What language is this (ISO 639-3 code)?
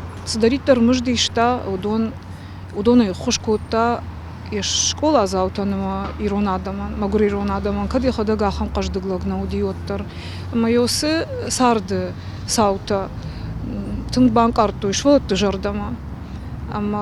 oss